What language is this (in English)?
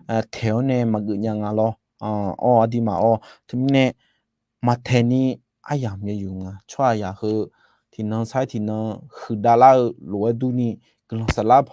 Akha